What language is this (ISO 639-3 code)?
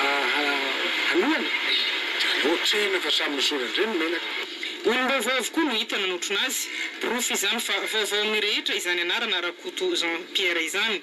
mlg